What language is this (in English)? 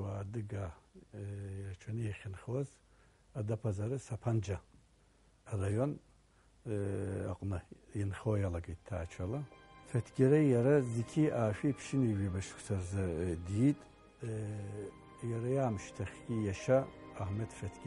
Abkhazian